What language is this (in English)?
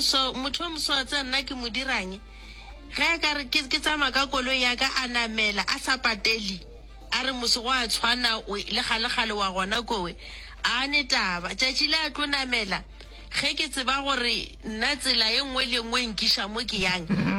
Northern Sotho